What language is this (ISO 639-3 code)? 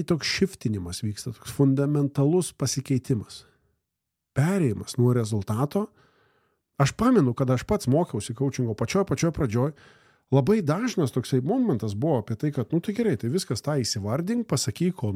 lit